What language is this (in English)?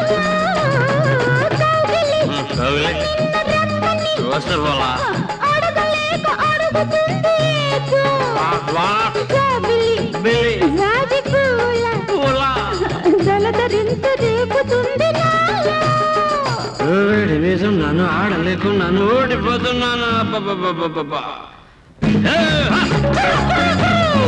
Telugu